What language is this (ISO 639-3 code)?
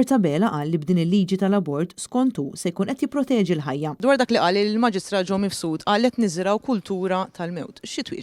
mlt